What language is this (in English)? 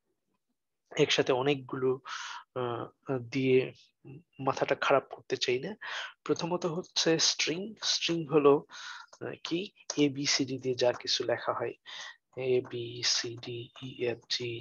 Bangla